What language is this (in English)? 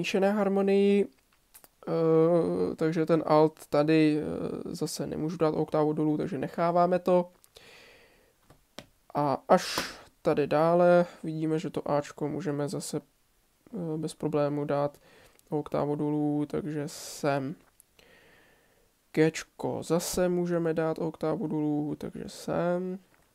Czech